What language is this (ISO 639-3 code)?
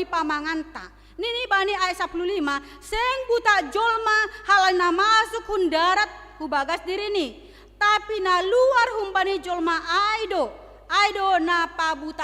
bts